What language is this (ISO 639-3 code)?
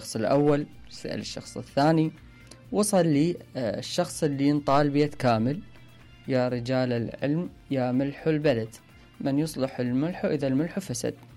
acm